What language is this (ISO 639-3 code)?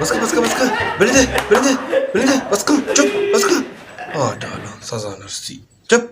bal